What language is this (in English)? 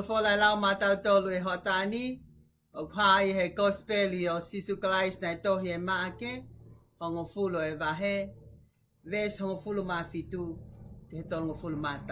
Tongan